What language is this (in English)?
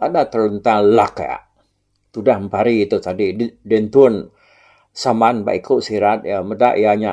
Iban